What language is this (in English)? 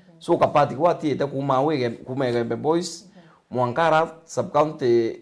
Meru